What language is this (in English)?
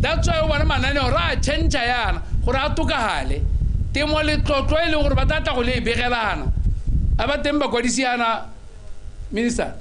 Tswana